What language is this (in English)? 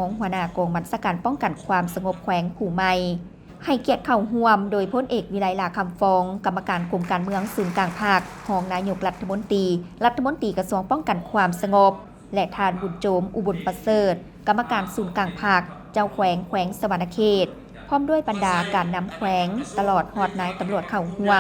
Lao